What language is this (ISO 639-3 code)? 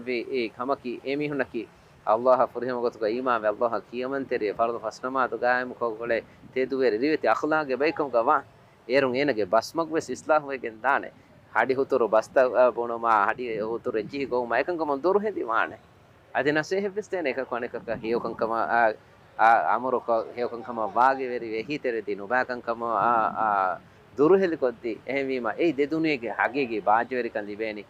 div